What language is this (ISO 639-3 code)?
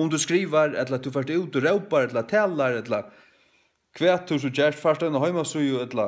fao